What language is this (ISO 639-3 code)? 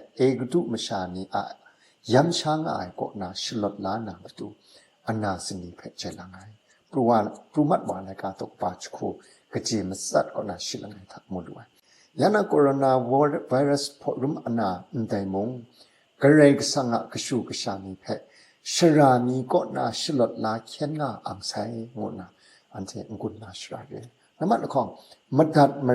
kac